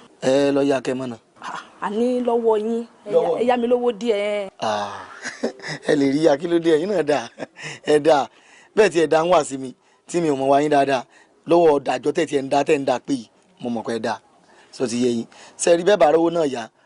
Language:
Yoruba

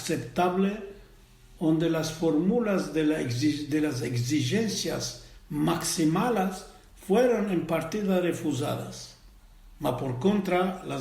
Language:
Ladino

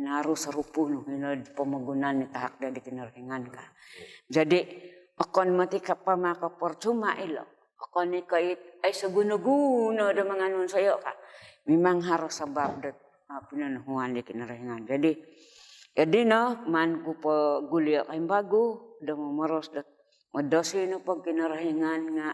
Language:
Central Dusun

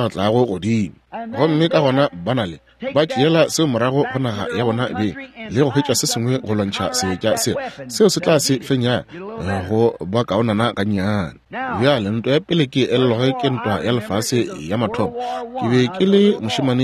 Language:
Northern Sotho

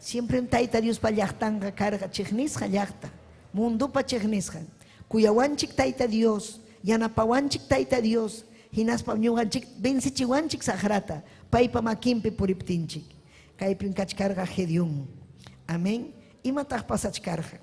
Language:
Ayacucho Quechua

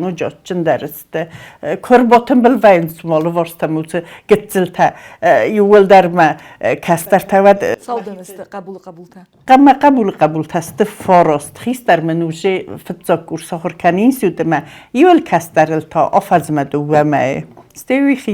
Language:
Ossetic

